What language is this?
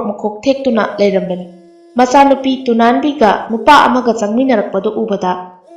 Manipuri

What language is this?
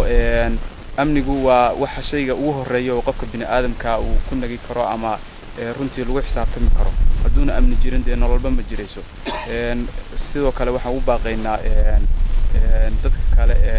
Somali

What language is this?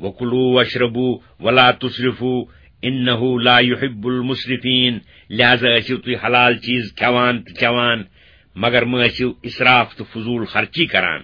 Kashmiri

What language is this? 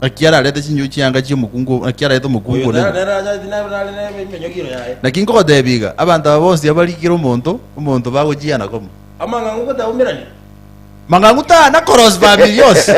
Gusii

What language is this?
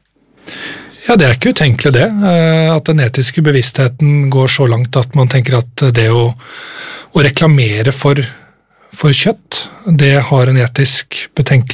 Norwegian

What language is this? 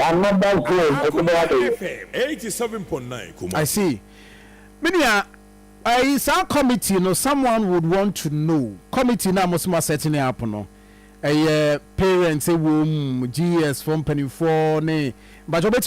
Akan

